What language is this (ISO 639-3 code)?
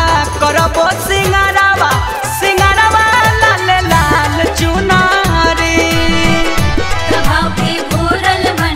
bho